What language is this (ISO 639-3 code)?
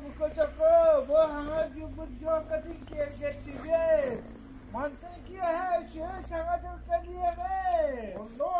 sah